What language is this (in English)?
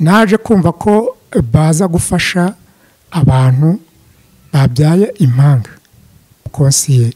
Kinyarwanda